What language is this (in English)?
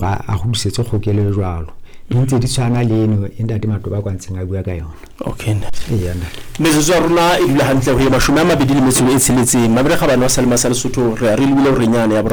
Southern Sotho